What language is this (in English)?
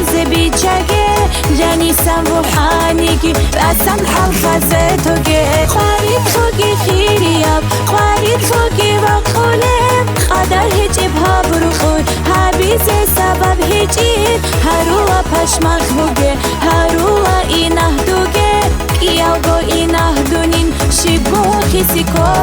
Tabassaran